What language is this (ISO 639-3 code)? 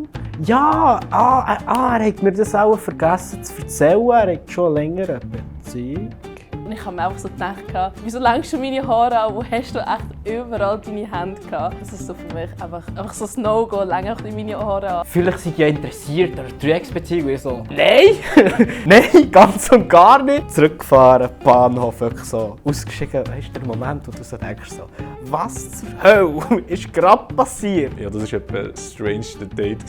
gsw